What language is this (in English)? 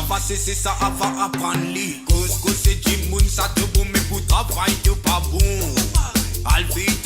Morisyen